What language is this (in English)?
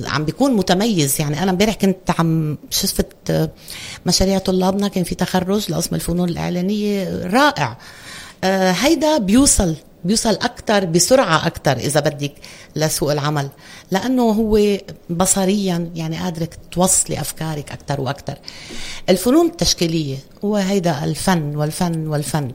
North Levantine Arabic